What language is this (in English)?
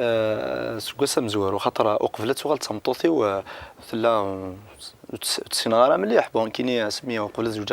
Kabyle